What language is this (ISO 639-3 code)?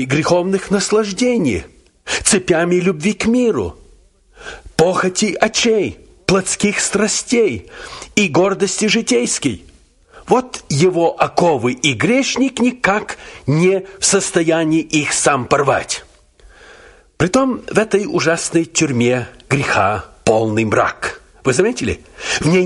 rus